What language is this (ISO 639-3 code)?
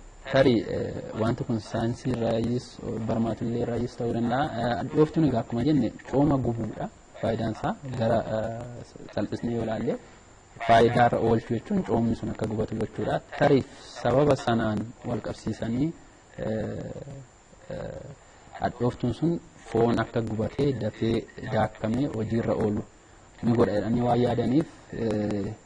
orm